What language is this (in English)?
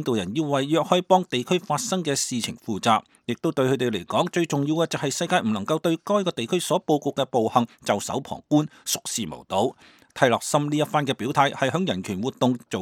Cantonese